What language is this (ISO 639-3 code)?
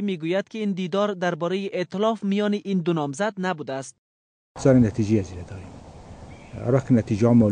fas